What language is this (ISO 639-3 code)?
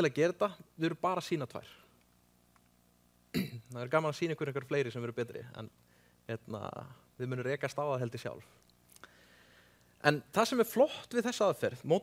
isl